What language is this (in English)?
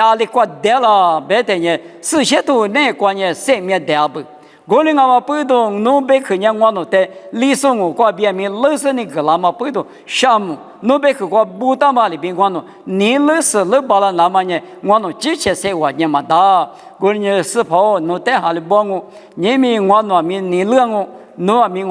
Lisu